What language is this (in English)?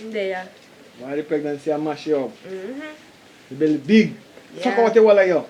Jamaican Creole English